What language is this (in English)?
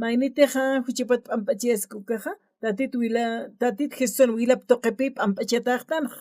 Aymara